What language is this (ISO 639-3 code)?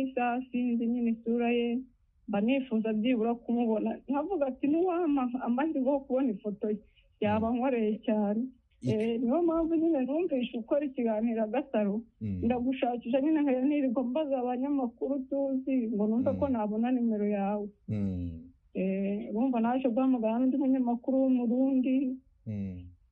kin